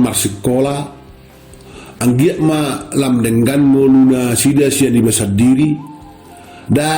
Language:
Batak Toba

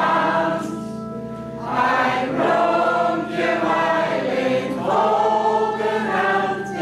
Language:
Gronings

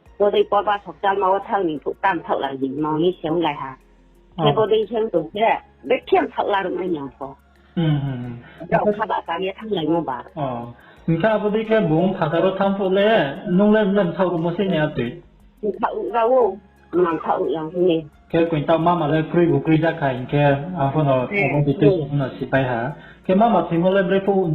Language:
Riang (India)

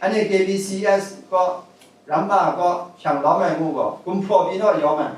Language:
Kachin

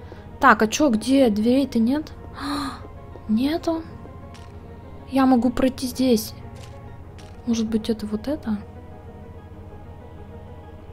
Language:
Russian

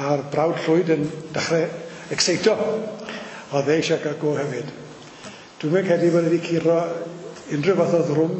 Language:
Welsh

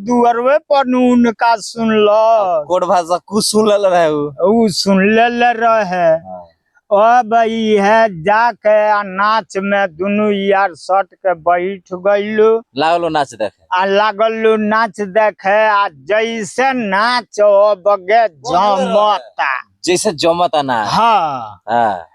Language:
Bhojpuri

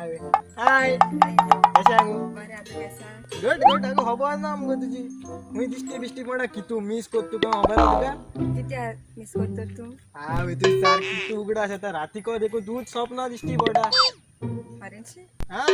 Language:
Konkani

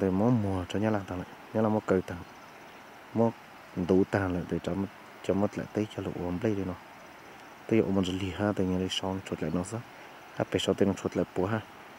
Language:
Hmong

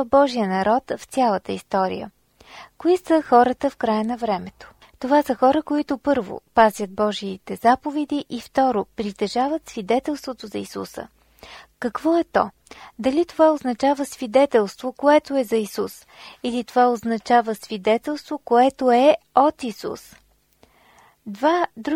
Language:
Bulgarian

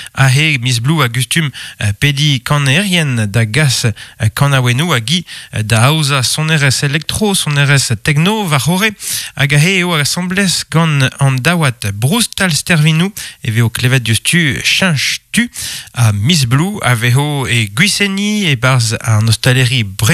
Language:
Breton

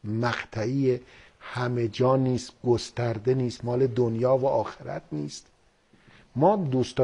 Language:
Persian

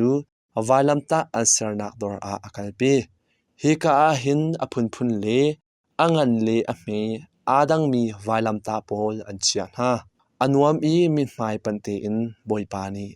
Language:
Hakha Chin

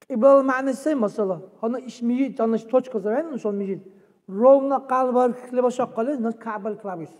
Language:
Dargwa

